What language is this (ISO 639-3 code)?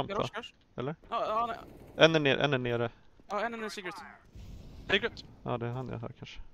swe